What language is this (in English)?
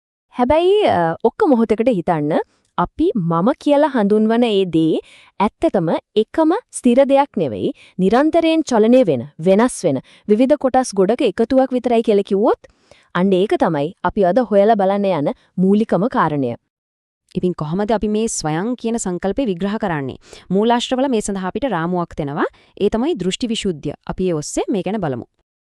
Sinhala